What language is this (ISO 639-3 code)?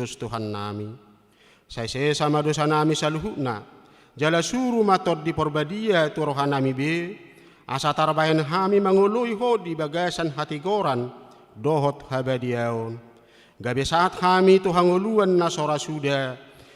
bbc